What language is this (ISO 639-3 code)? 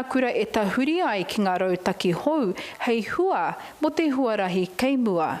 mri